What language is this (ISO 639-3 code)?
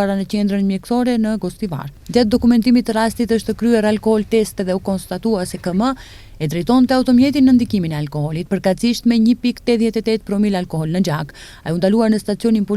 sqi